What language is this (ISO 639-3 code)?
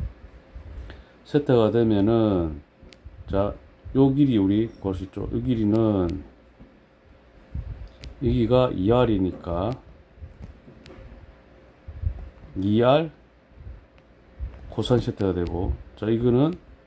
kor